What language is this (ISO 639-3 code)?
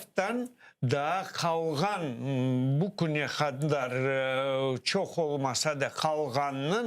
crh